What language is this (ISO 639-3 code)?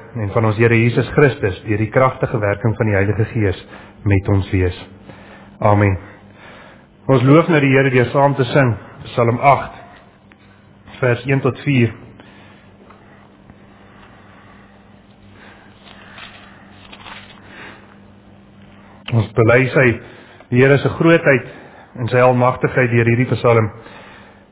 afr